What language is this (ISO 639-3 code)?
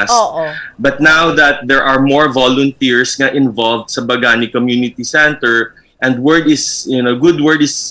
hil